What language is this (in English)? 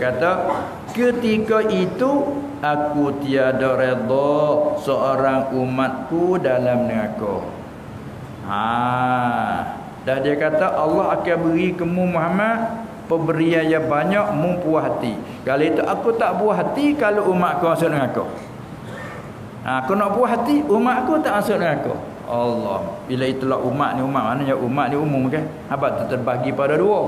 Malay